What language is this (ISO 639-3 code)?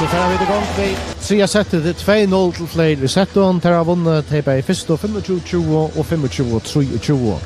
fao